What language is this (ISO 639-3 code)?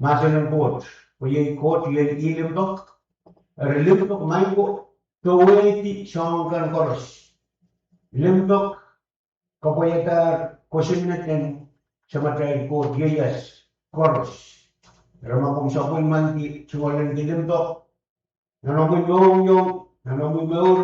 pon